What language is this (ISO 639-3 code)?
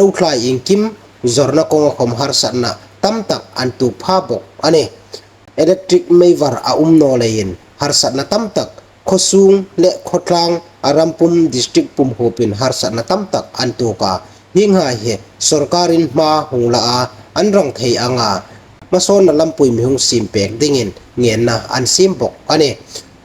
hmr